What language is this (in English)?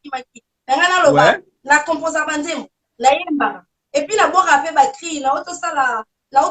Lingala